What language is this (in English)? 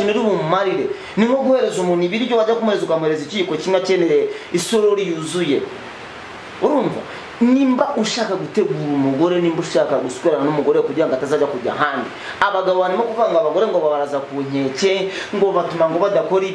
Kinyarwanda